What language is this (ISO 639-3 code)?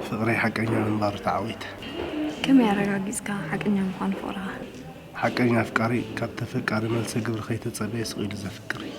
tir